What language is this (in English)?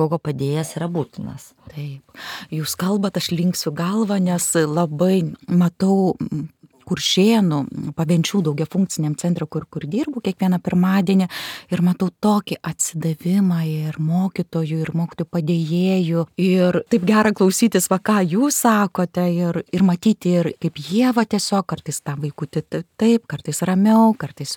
Lithuanian